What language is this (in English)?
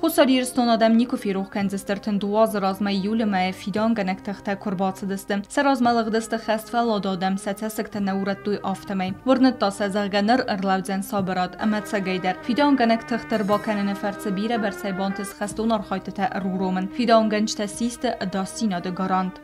Ossetic